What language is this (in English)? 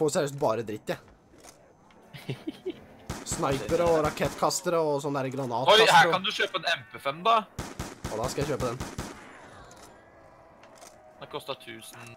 Norwegian